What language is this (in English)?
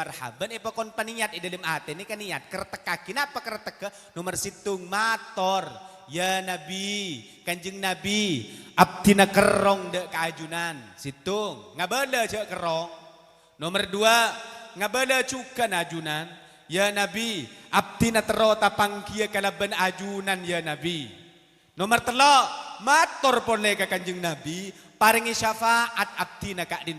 Madurese